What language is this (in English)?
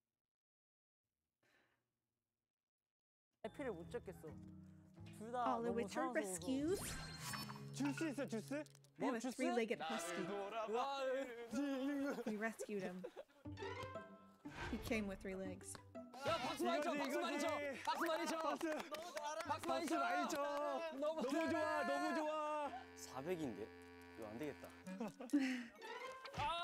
Korean